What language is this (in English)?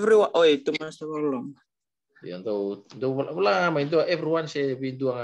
Fijian